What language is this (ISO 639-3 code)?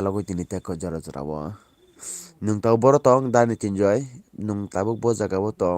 trp